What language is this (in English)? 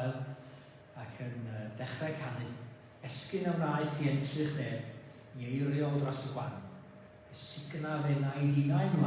Welsh